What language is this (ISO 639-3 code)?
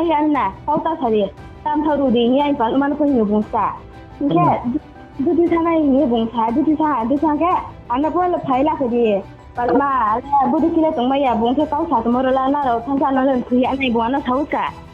ria